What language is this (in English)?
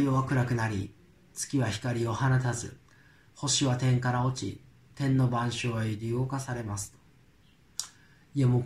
Japanese